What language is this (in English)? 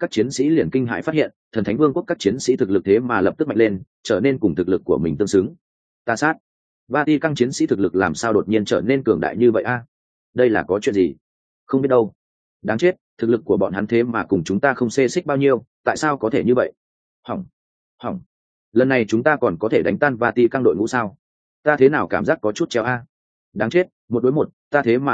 Vietnamese